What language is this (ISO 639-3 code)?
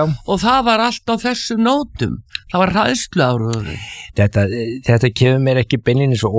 isl